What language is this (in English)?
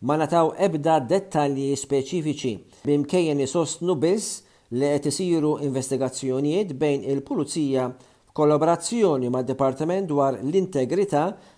Maltese